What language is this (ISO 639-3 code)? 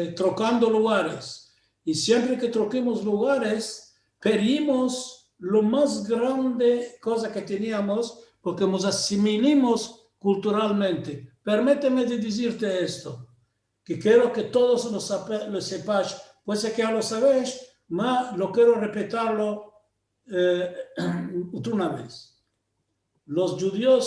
lad